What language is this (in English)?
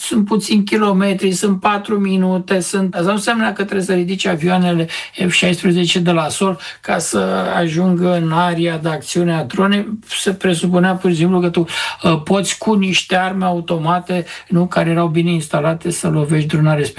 Romanian